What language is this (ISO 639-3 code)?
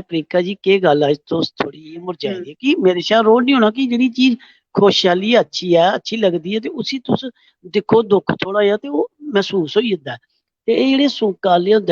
doi